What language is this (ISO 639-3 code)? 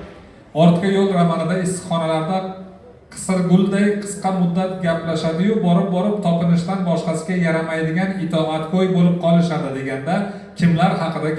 uzb